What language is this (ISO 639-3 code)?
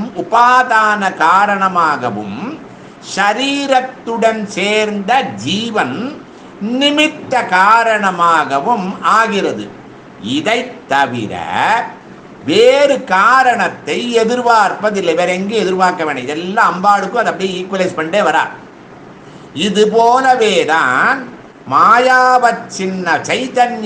tam